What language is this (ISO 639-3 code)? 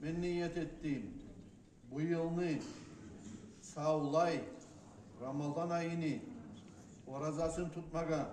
kum